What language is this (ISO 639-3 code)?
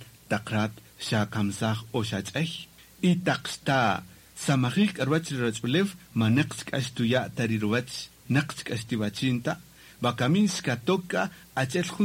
cak